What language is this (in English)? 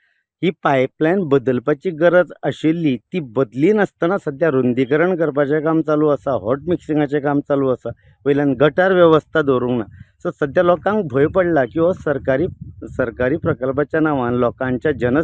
Konkani